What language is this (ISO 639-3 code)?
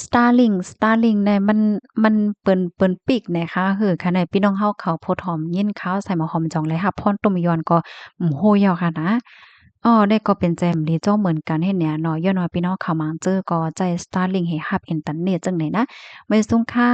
shn